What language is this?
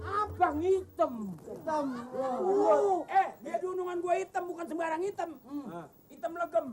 Betawi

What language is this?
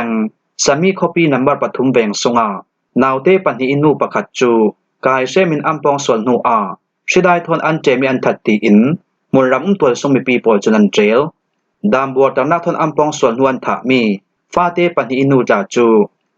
Falam Chin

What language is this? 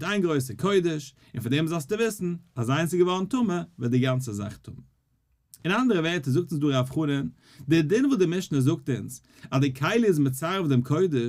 Yiddish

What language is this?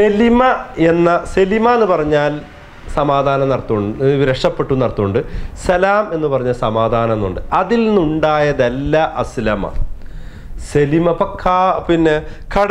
Malayalam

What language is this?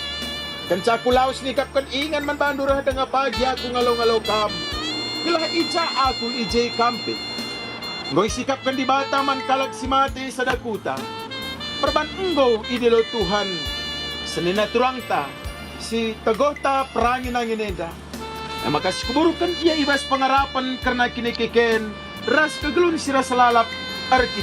Batak Karo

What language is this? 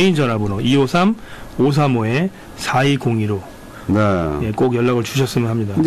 Korean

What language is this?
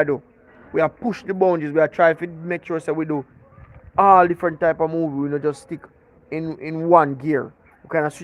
Jamaican Creole English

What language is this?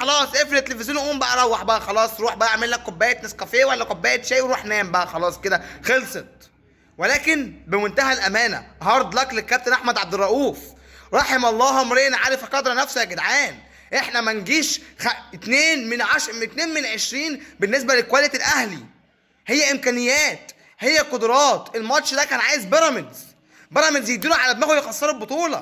Egyptian Arabic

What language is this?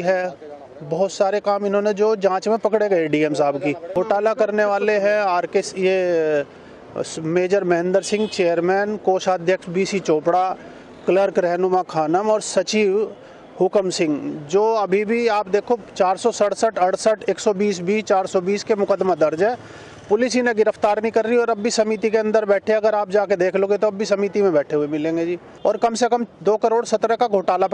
Hindi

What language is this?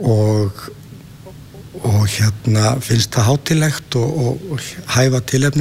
Icelandic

